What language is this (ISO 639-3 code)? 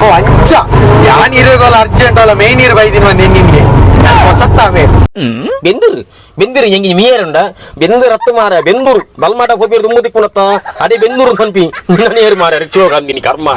tcy